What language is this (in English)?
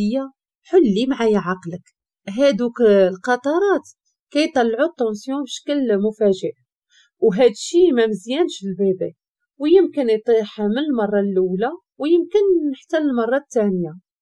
Moroccan Arabic